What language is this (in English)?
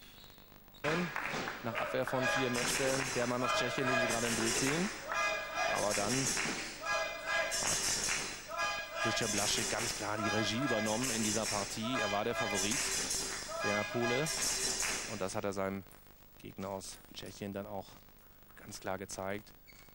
German